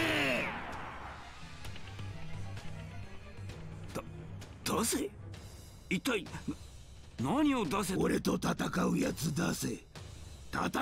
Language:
Japanese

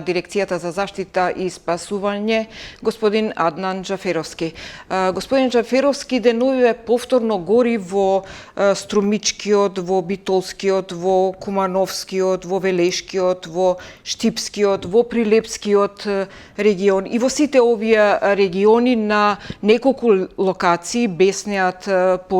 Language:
Macedonian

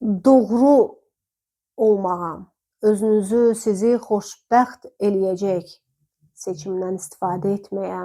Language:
Azerbaijani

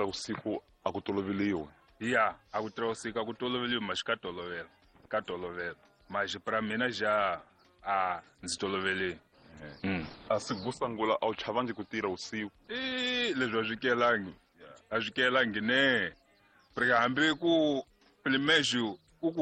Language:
Tsonga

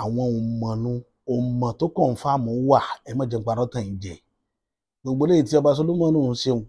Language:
Yoruba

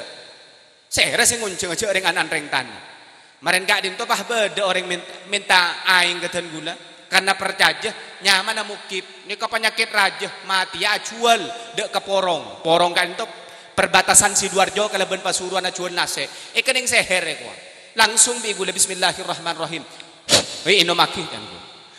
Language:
Madurese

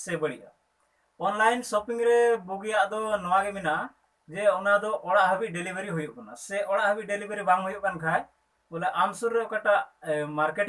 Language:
Santali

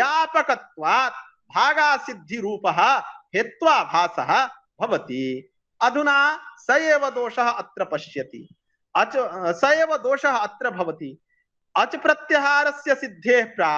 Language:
Sanskrit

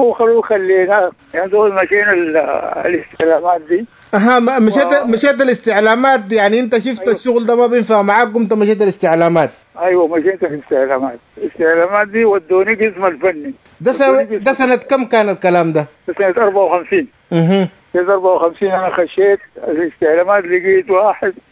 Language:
Sudanese Arabic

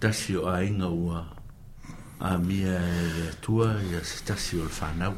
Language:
Samoan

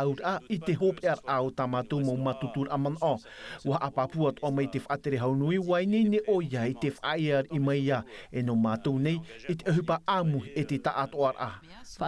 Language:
Tahitian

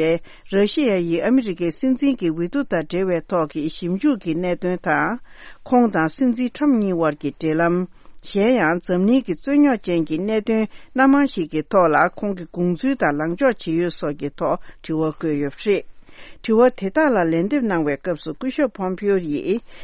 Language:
Tibetan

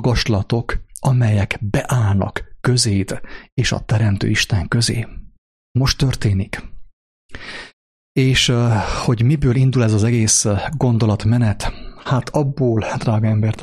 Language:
Hungarian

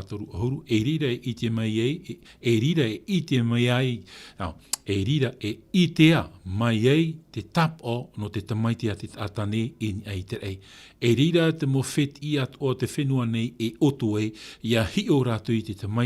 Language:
Tahitian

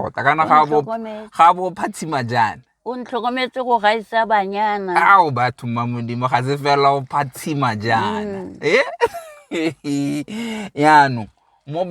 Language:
Tswana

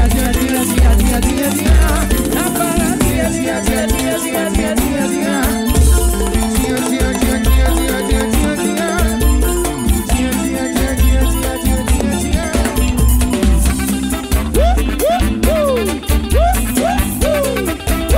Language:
Portuguese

